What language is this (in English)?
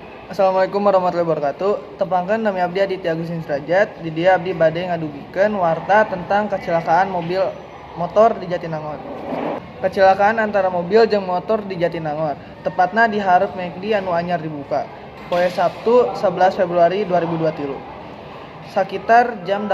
Sundanese